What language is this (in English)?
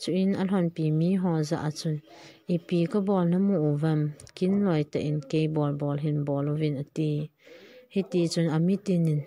Thado Chin